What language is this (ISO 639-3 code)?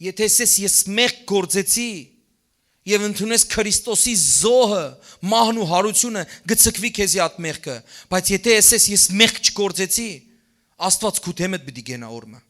hyw